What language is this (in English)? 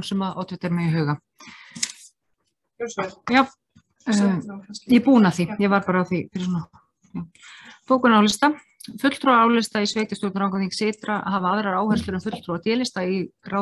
Icelandic